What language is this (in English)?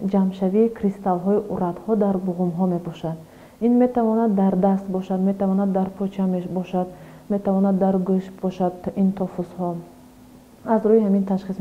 Tajik